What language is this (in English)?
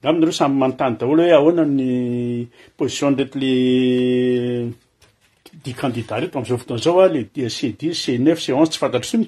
Malagasy